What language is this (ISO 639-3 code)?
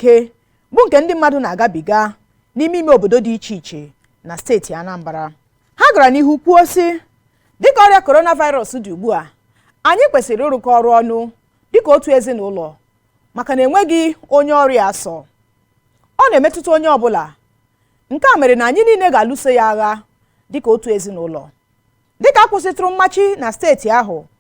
ibo